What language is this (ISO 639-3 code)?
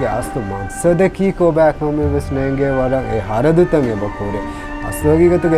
div